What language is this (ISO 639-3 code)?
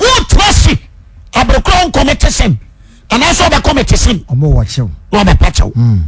aka